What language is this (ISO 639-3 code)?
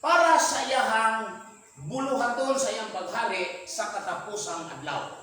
ceb